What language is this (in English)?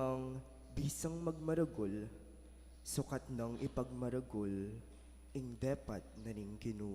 Pampanga